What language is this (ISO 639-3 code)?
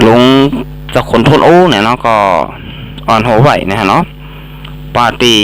shn